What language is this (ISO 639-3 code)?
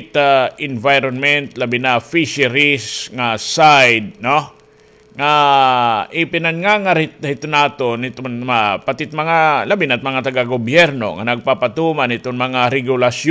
war